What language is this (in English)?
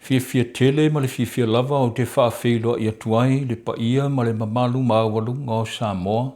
Samoan